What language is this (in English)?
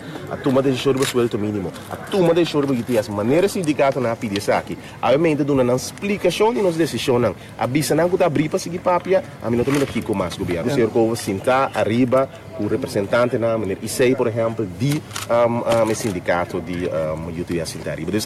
Papiamento